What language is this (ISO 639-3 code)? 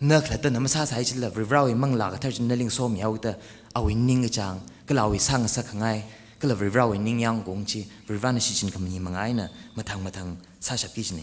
nmf